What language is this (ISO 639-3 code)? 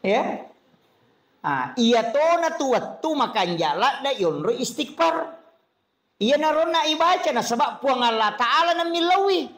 bug